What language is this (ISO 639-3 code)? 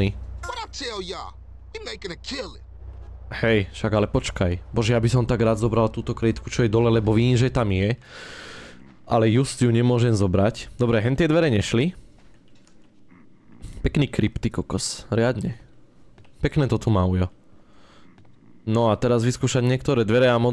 slk